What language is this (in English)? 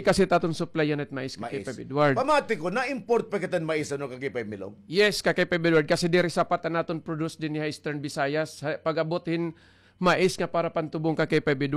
Waray